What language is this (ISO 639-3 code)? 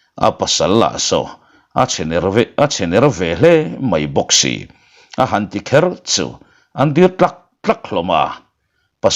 lus